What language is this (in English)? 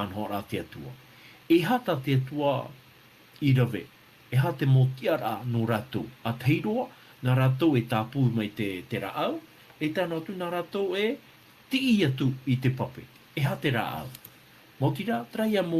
Tahitian